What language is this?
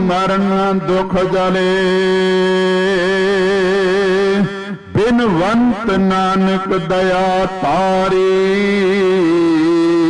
Punjabi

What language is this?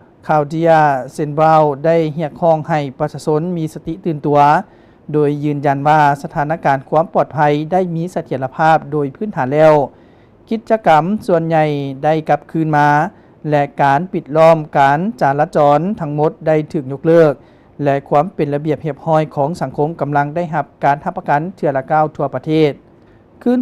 Lao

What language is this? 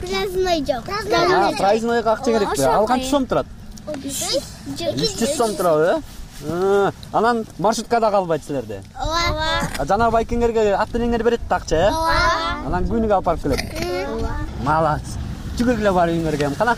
Kyrgyz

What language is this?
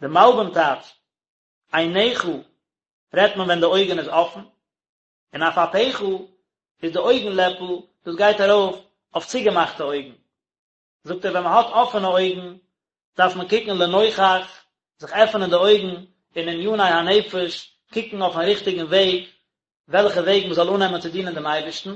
Yiddish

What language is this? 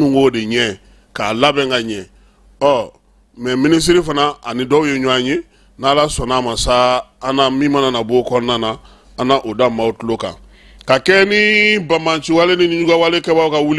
Bambara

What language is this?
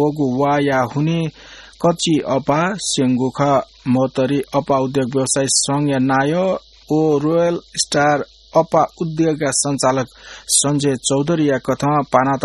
Newari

